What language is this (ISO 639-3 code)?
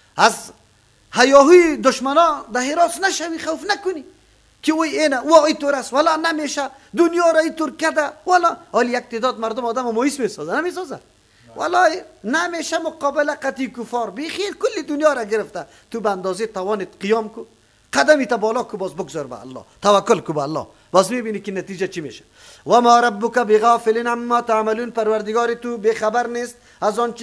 fas